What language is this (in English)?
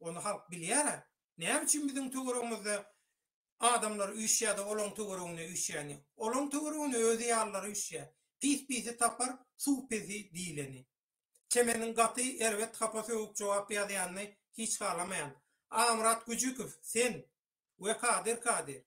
Turkmen